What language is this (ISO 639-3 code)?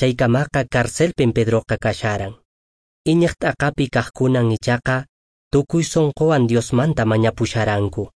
que